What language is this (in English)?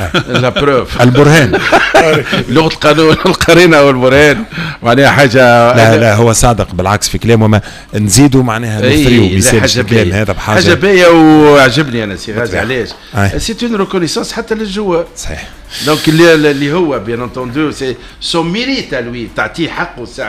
Tunisian Arabic